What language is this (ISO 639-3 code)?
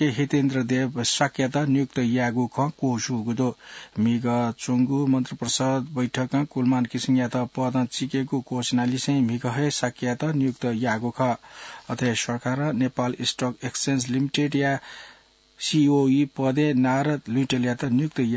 new